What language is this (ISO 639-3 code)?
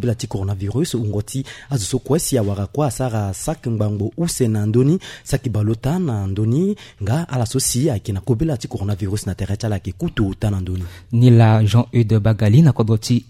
sag